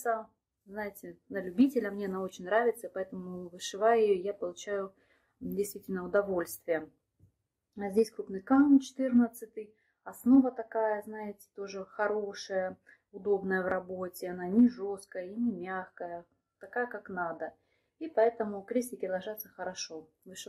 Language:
Russian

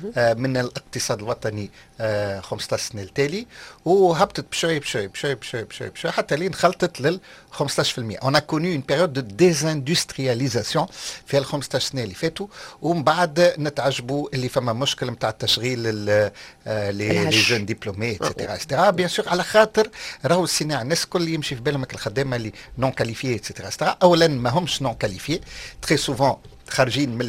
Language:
Tunisian Arabic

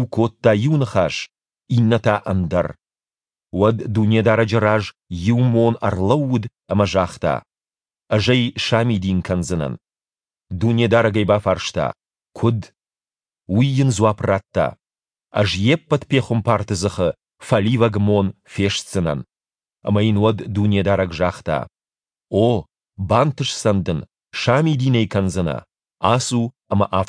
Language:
Ossetic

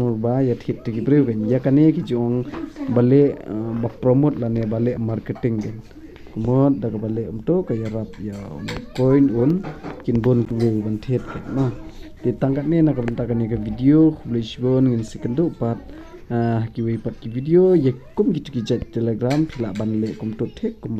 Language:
Khasi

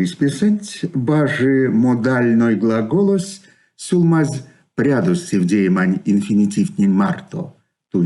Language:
Erzya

